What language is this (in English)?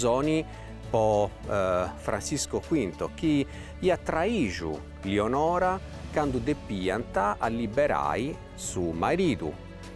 Sardinian